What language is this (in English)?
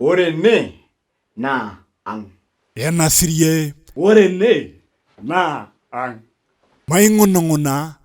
Masai